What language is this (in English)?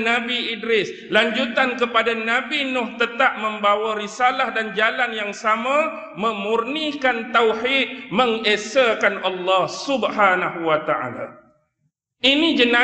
Malay